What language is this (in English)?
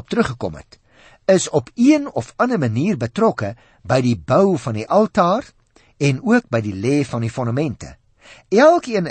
Afrikaans